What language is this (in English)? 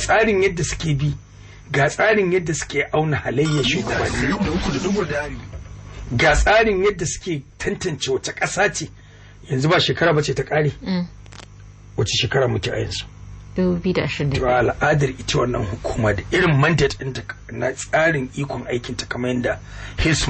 Hausa